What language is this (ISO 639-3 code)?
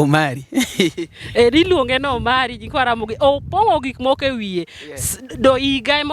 luo